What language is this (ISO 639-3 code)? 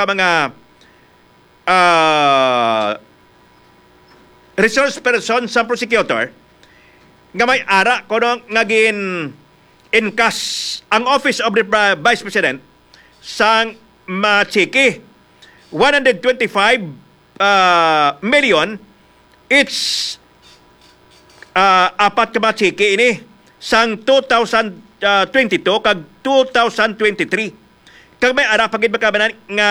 hil